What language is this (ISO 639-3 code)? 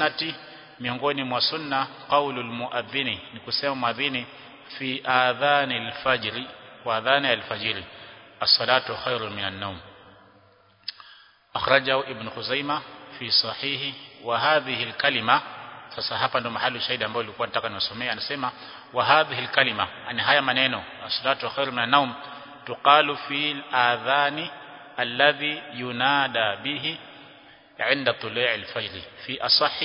swa